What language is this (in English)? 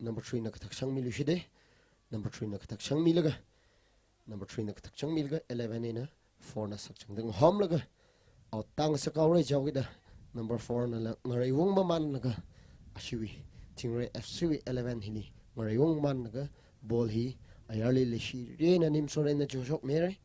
Tangkhul Naga (India)